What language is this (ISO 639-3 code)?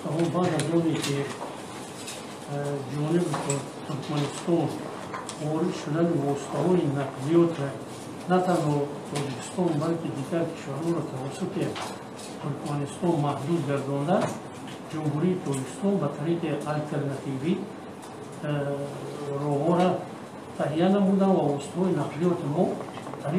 tgk